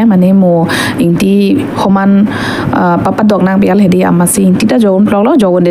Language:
Karbi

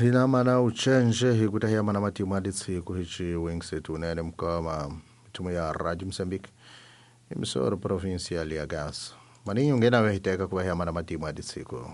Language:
Tsonga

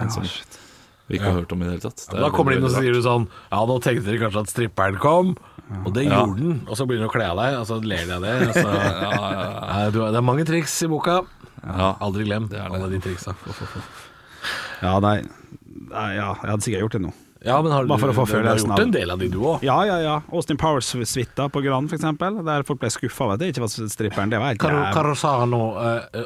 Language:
Norwegian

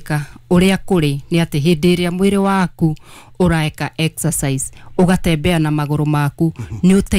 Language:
Kikuyu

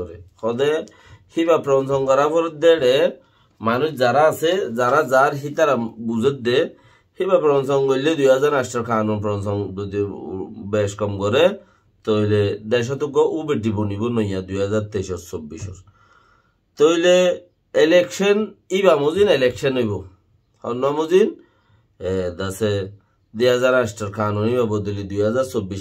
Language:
Rohingya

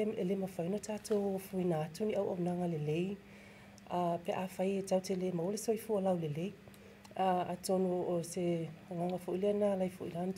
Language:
Samoan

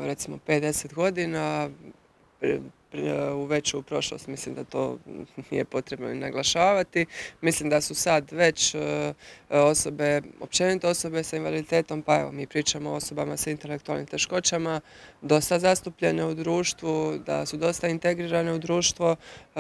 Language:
Croatian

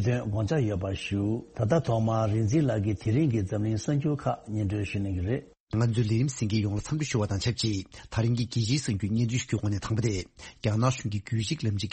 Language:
Tibetan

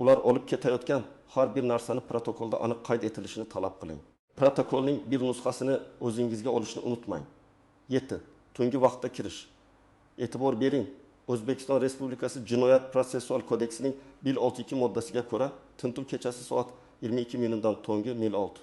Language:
Uzbek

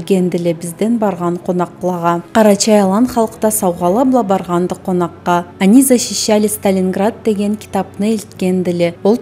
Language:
Karachay-Balkar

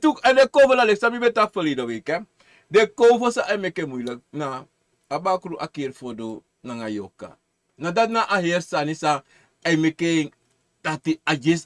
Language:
Sranan Tongo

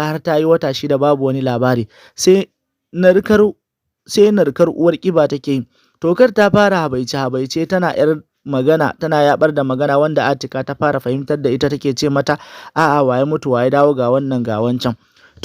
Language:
Hausa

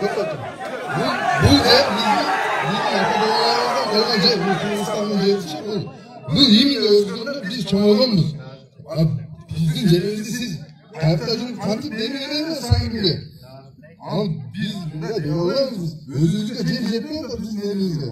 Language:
Kyrgyz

